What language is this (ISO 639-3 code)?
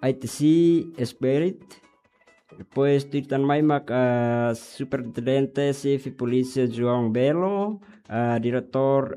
tet